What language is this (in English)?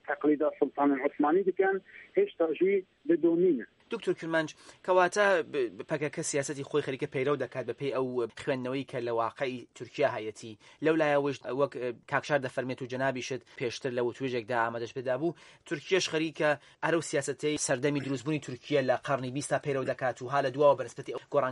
Central Kurdish